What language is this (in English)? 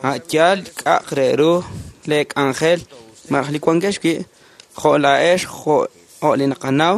Kekchí